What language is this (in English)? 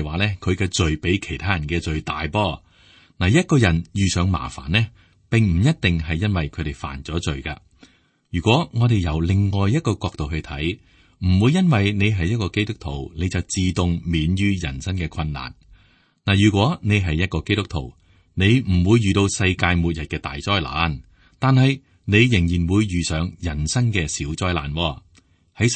Cantonese